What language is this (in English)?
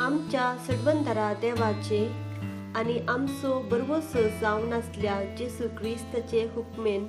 Konkani